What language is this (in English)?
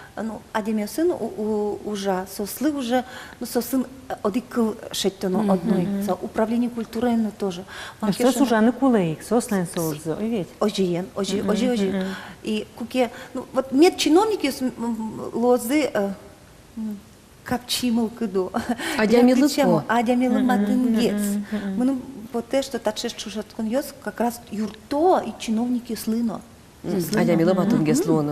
Udmurt